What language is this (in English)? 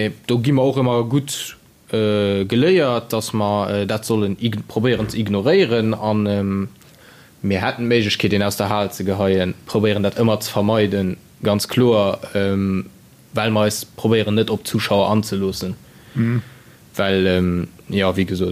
Luxembourgish